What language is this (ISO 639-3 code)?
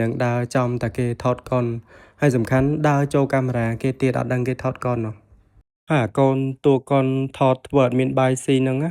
khm